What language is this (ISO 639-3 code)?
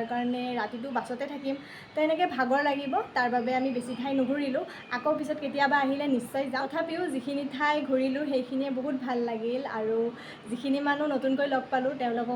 asm